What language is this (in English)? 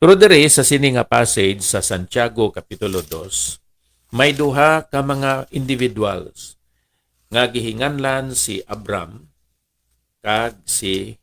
Hiligaynon